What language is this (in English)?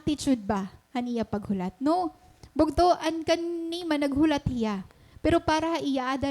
Waray